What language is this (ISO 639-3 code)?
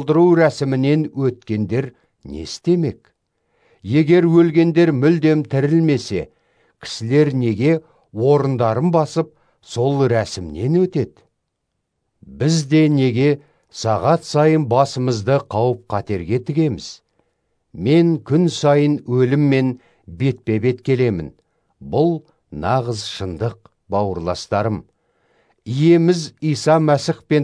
kaz